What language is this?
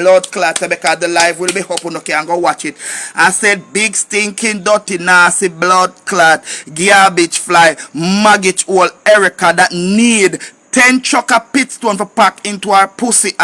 Jamaican Creole English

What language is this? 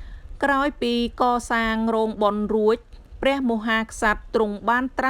Khmer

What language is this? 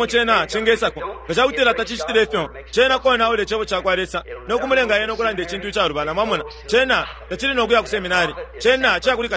Bemba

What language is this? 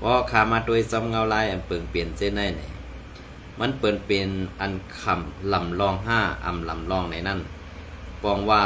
Shan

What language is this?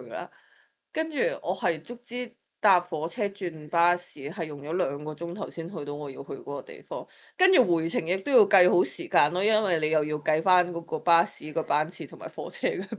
Cantonese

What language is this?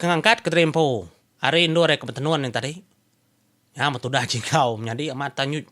Iban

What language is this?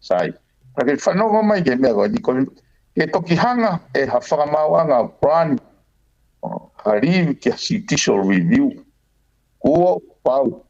Tongan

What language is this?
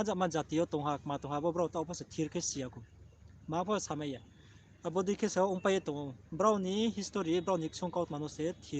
Riang (India)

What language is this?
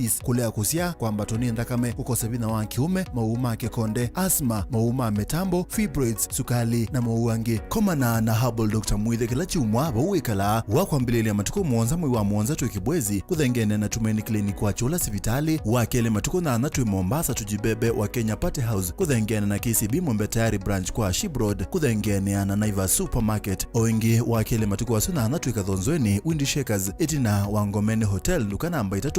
Kamba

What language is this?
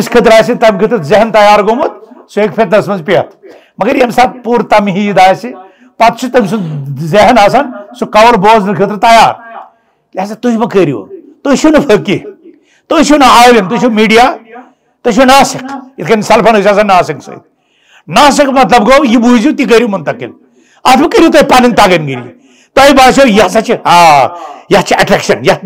Kashmiri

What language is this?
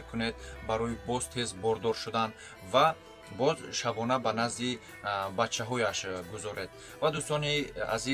Tajik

